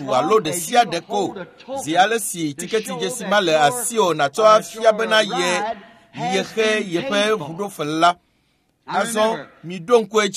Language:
Ewe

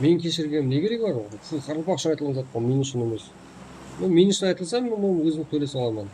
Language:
Kara-Kalpak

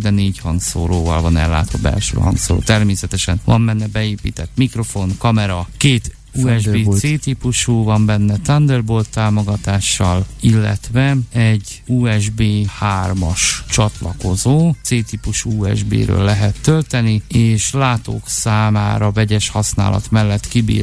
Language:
Hungarian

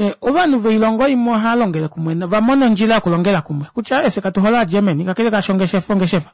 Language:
Kuanyama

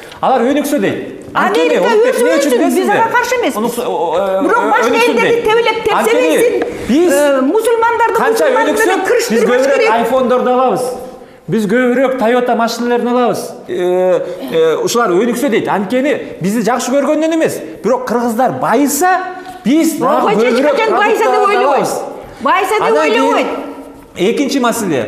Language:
Kyrgyz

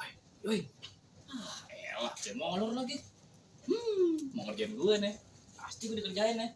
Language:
Betawi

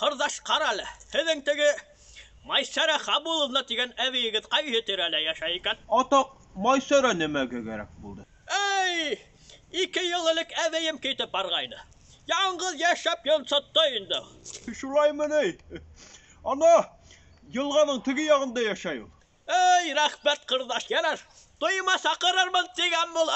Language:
Bashkir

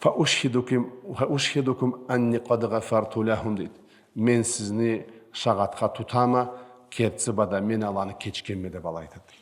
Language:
Karachay-Balkar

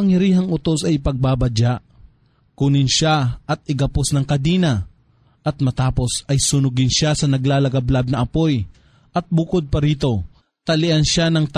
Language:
Filipino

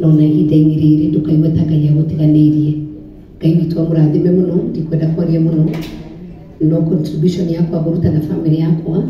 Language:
Kikuyu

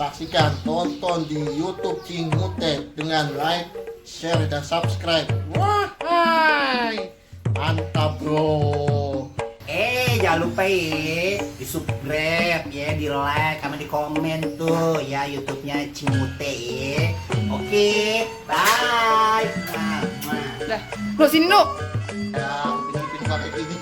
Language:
Betawi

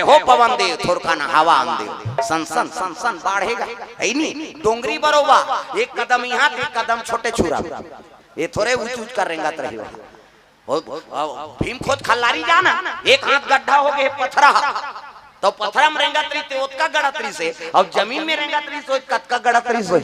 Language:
Chhattisgarhi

